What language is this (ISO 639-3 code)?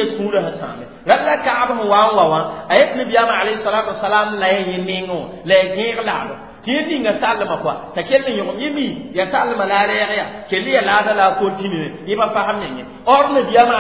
mos